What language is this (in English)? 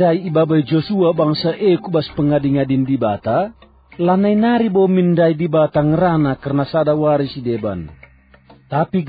Batak Karo